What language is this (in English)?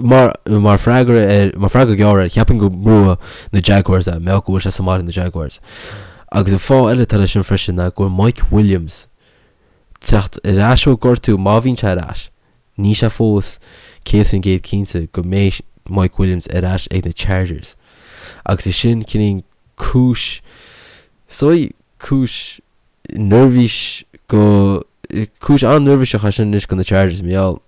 Irish